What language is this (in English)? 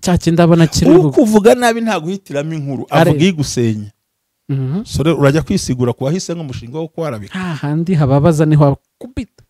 Kinyarwanda